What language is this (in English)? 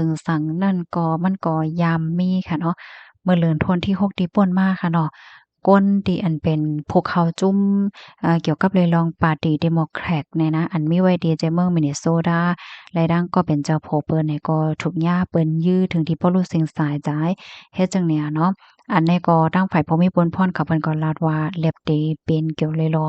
Shan